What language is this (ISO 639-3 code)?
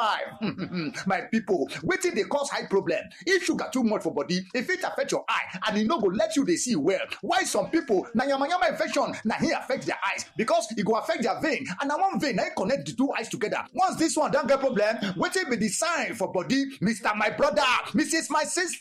pcm